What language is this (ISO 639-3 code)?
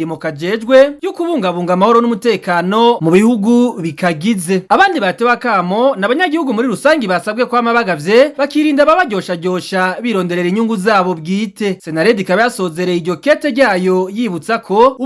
run